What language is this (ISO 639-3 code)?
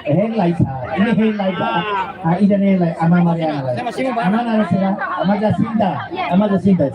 tet